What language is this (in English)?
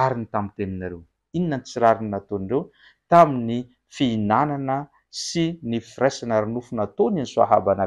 Malagasy